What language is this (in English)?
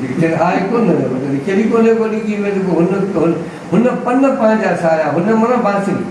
Sindhi